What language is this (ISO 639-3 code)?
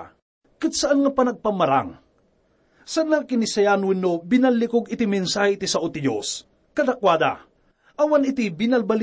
ilo